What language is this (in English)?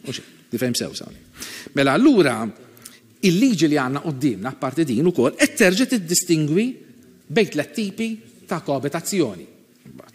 Maltese